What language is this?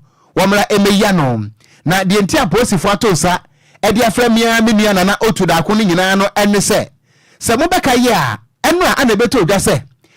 Akan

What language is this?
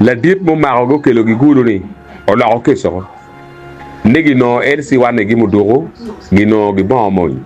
Acoli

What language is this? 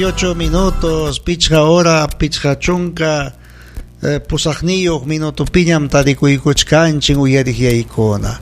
Ayacucho Quechua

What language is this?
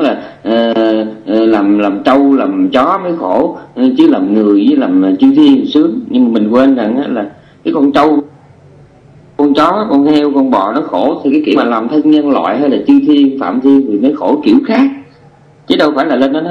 Vietnamese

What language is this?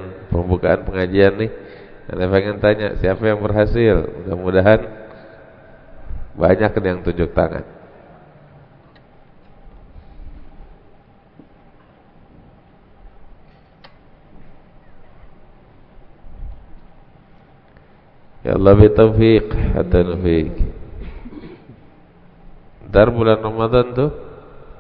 Indonesian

